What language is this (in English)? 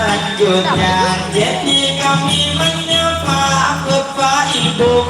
Banjar